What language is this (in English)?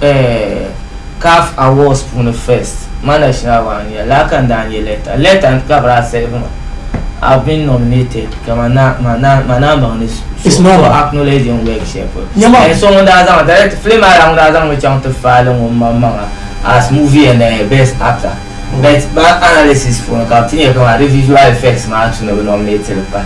Dagbani